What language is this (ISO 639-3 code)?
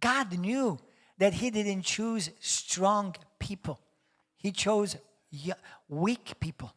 eng